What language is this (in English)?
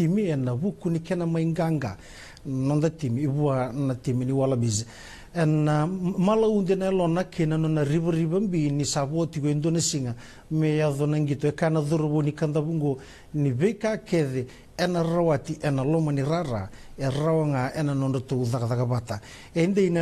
Fijian